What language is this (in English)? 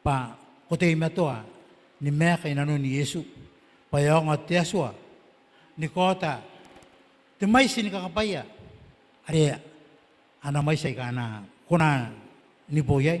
Gilbertese